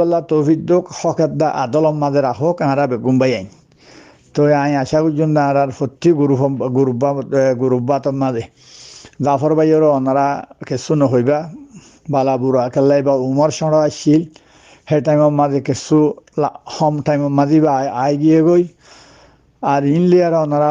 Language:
Rohingya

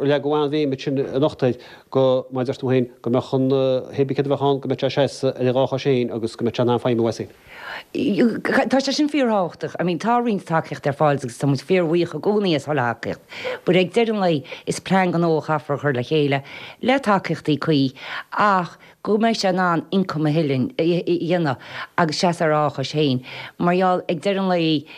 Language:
Irish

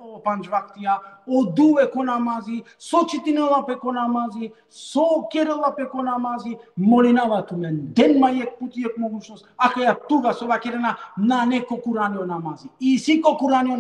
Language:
Balkan Romani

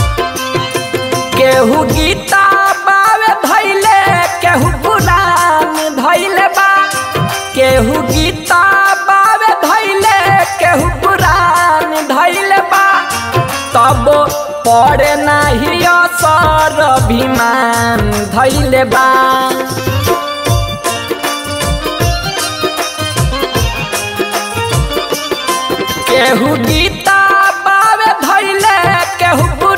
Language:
Bhojpuri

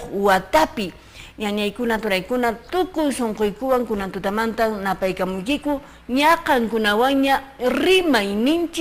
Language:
Quechua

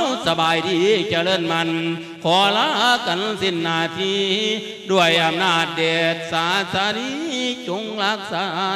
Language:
Lao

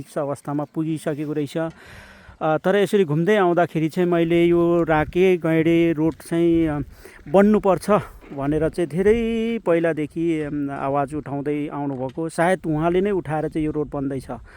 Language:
Nepali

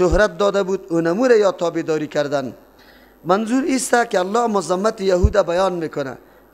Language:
Persian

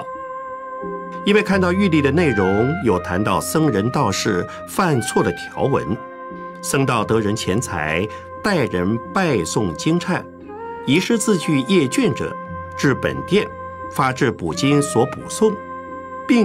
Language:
Chinese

